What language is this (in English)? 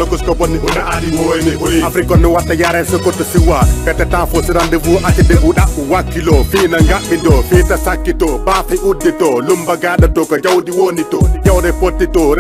Fula